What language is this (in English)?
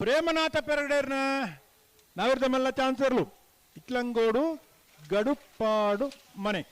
Tulu